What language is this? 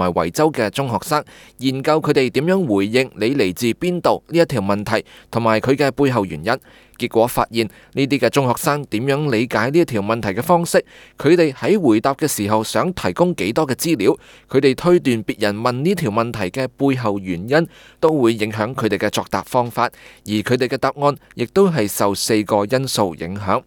Cantonese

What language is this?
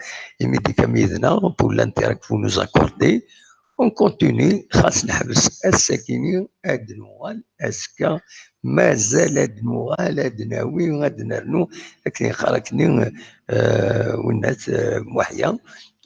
Kabyle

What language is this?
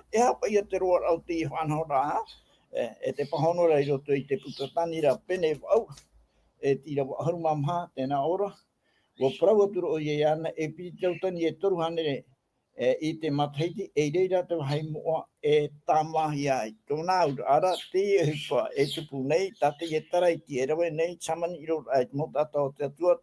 Tahitian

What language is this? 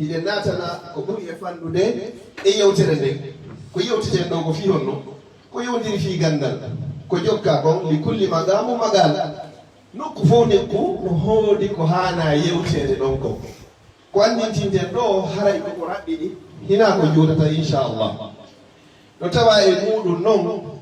Fula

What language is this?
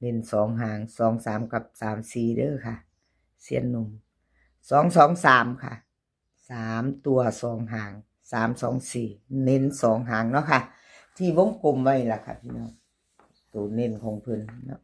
Northeastern Thai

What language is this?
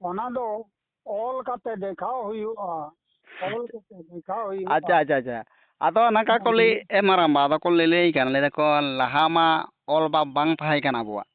Santali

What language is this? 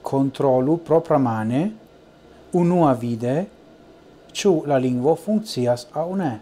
Esperanto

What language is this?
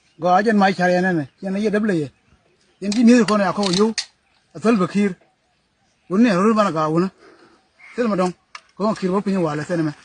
Nuer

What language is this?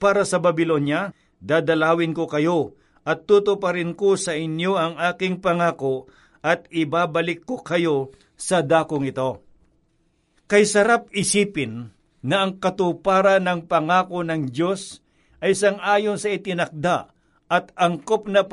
Filipino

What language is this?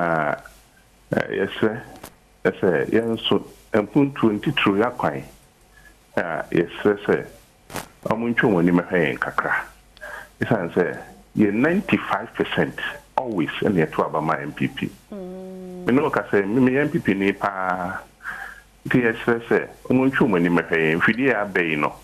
Akan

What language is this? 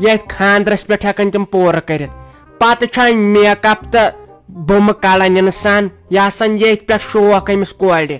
Kashmiri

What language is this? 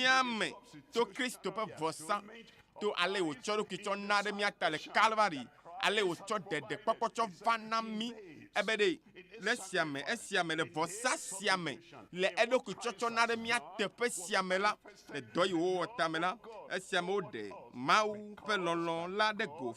Ewe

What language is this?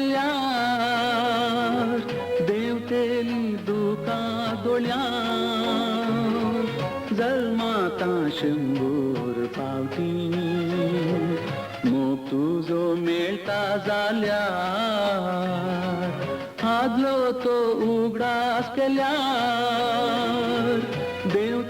Konkani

